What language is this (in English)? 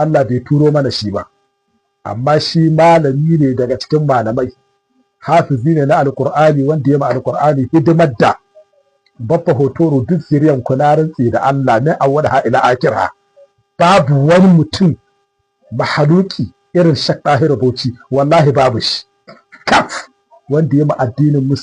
Hausa